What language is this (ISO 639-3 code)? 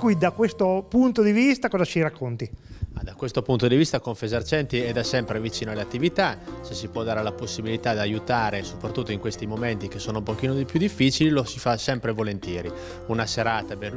ita